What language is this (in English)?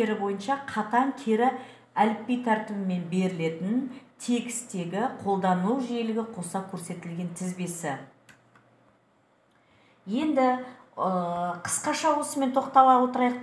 Kazakh